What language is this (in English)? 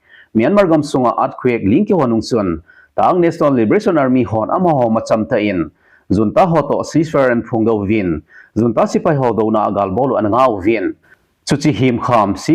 Thado Chin